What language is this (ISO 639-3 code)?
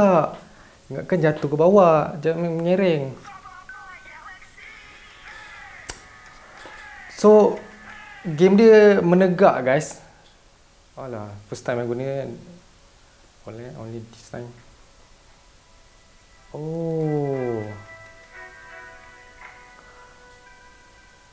msa